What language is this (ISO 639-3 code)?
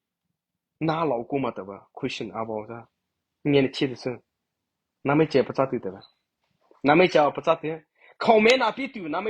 mrh